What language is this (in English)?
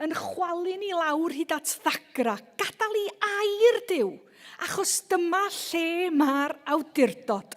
Welsh